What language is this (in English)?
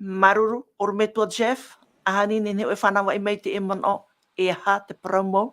Tahitian